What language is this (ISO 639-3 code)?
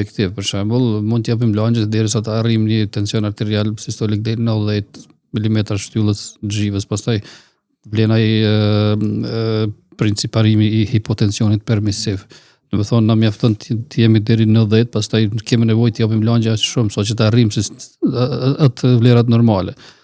sqi